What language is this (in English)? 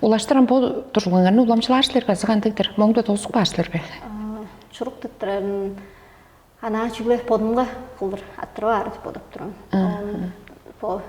Tuvinian